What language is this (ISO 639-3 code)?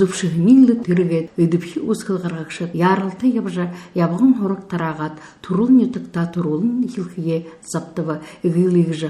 bua